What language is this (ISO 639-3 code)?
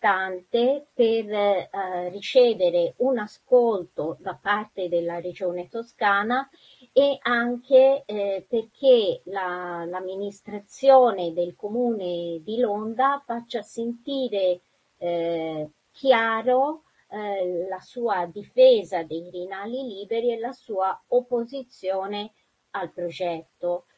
ita